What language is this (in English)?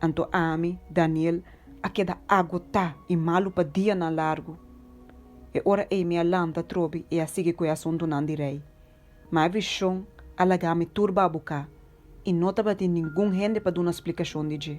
Papiamento